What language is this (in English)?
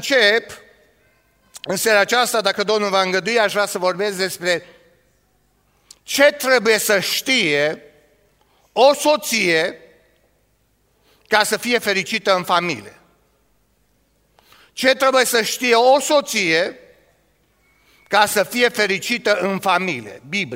Romanian